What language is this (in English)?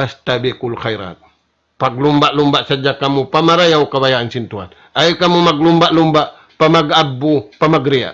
Tausug